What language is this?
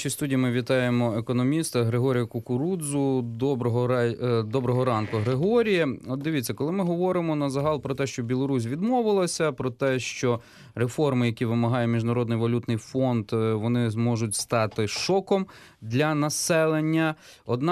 Ukrainian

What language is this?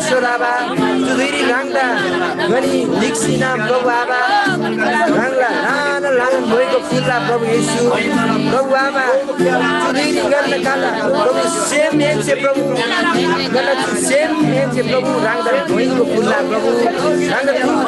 Eastern Tamang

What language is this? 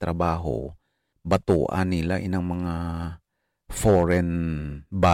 Hiligaynon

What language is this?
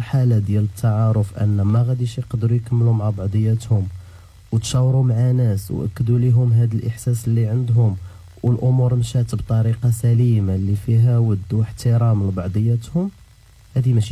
Moroccan Arabic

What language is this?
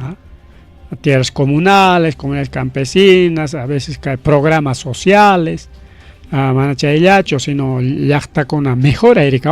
Ayacucho Quechua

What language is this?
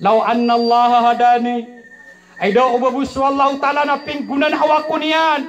Maranao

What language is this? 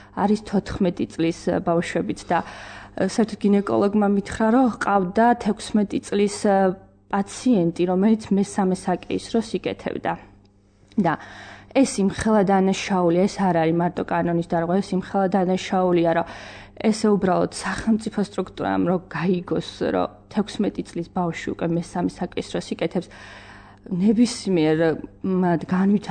Georgian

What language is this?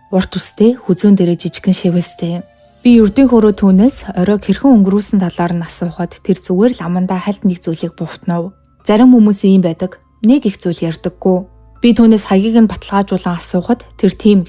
Mongolian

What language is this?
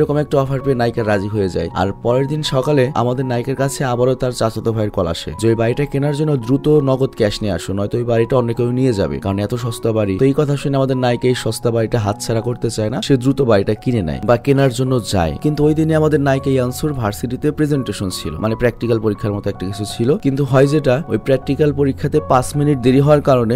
Bangla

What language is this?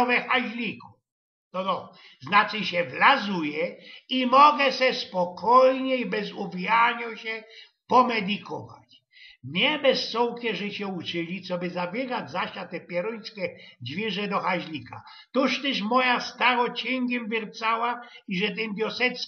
Silesian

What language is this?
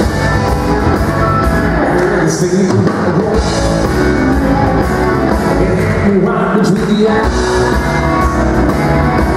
Swedish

